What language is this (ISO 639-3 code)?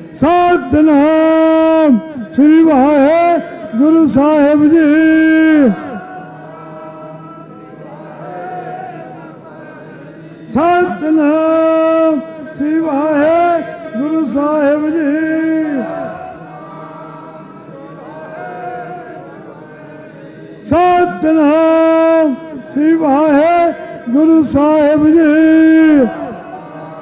pan